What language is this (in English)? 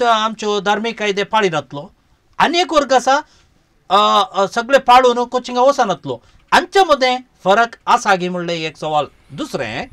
Konkani